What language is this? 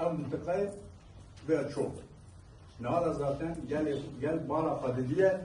Kurdish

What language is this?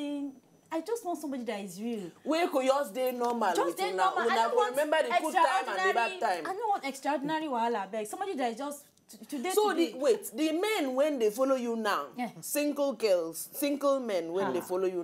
Nigerian Pidgin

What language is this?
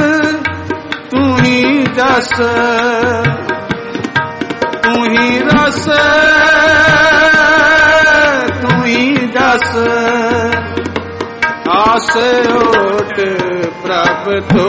Punjabi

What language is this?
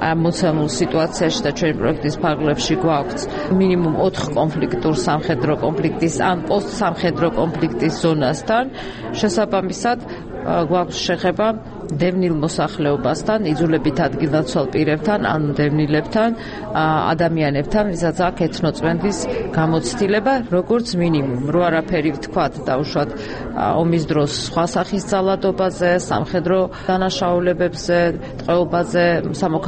Georgian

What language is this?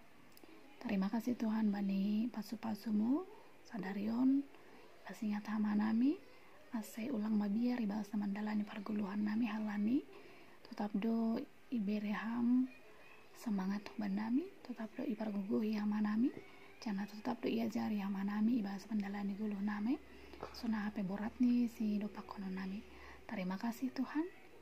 Batak Simalungun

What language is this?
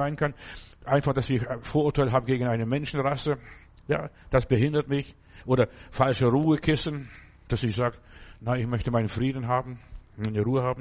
German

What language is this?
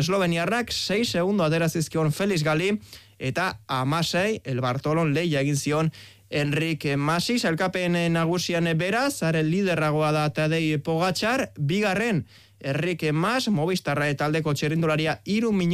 Basque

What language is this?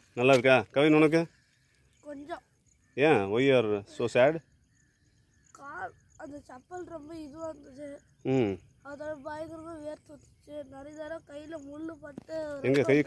Tamil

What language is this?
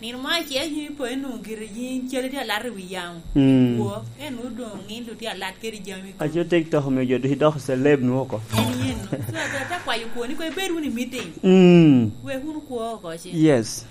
Lango (Uganda)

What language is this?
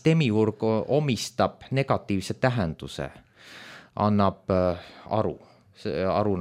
Estonian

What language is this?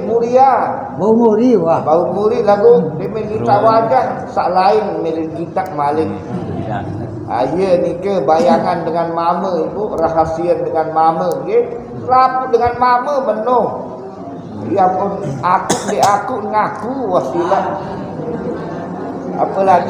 Sasak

